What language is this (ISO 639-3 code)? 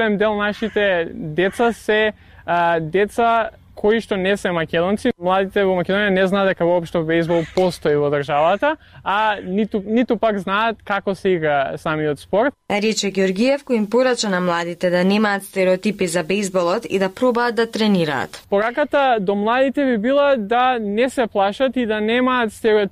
mkd